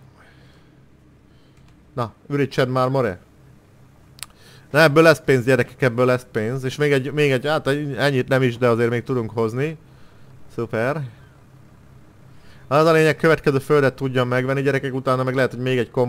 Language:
Hungarian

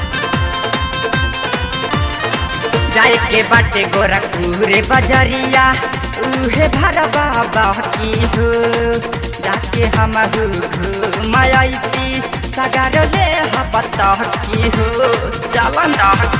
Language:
Bhojpuri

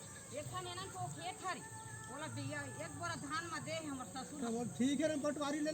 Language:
Chhattisgarhi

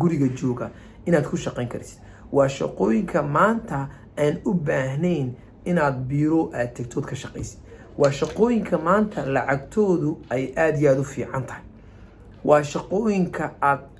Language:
Somali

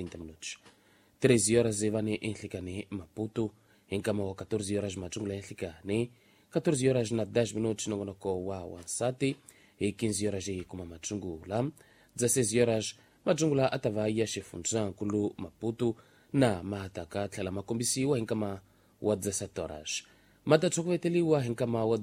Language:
Tsonga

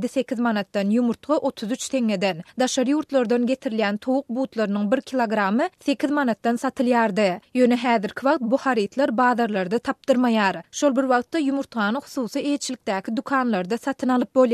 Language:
Turkmen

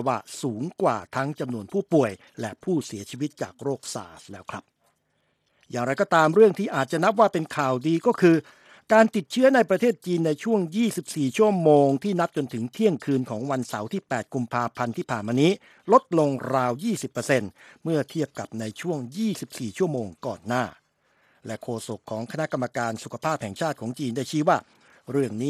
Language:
Thai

